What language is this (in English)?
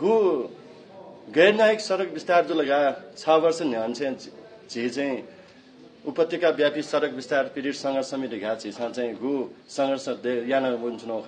Newari